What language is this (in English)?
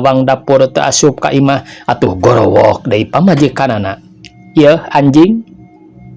Sundanese